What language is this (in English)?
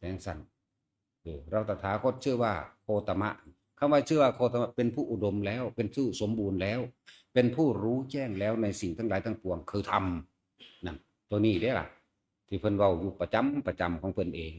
Northeastern Thai